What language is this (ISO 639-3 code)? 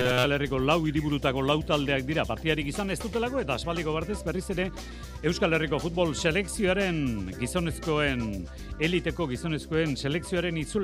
eus